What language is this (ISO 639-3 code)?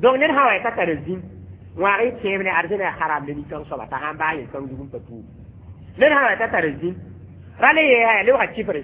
mos